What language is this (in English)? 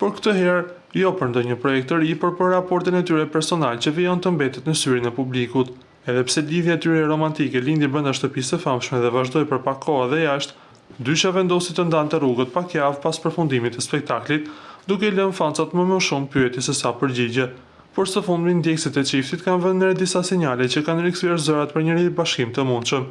Albanian